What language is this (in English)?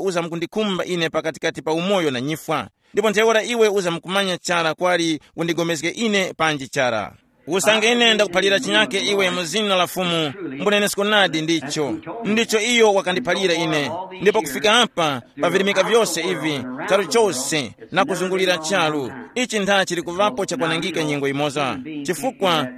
Tumbuka